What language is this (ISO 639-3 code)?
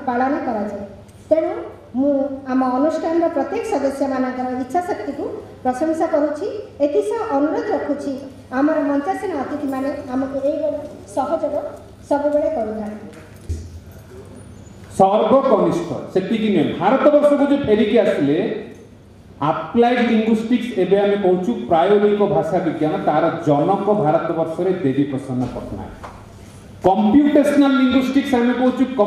ori